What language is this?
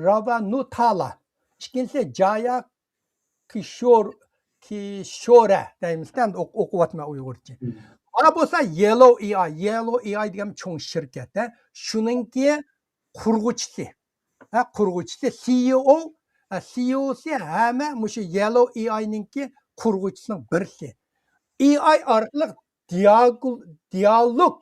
Uyghur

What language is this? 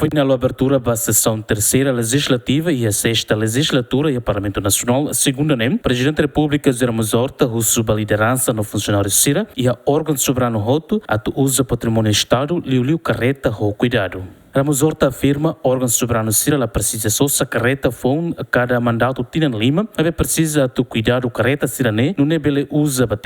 Tetum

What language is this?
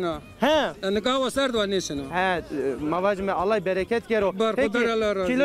Zaza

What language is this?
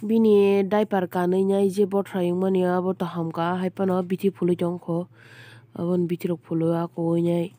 Kok Borok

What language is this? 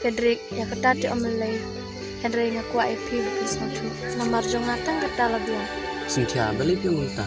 Khasi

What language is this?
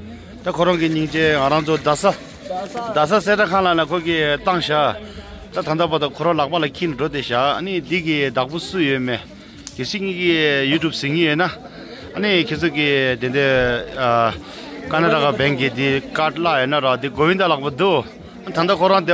Tibetan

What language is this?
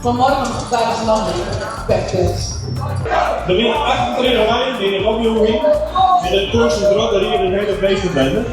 Western Frisian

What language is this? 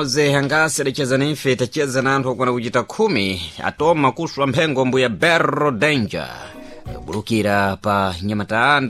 Sena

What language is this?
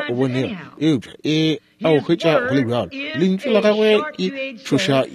Northern Sotho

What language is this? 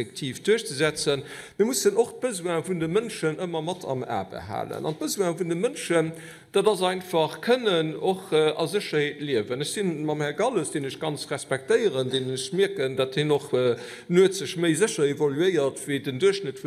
Luxembourgish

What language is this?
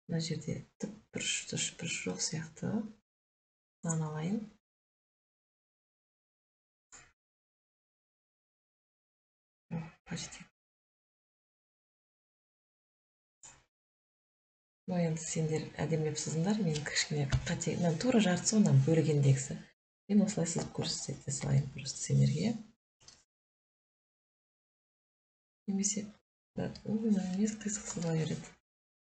Kazakh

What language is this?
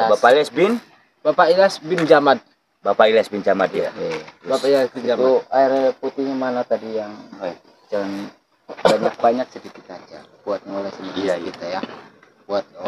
Indonesian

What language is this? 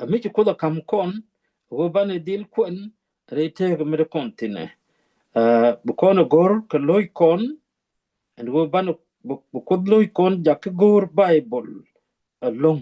Nuer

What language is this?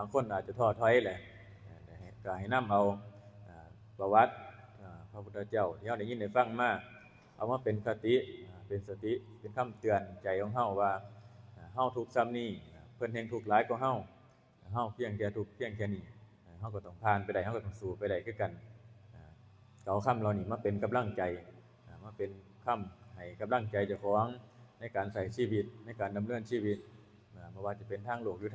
Northeastern Thai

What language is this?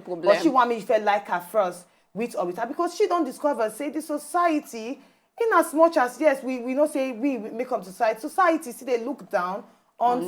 Nigerian Pidgin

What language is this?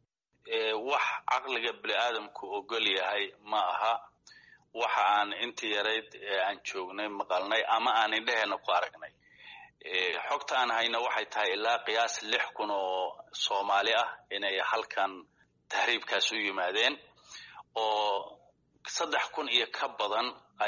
Somali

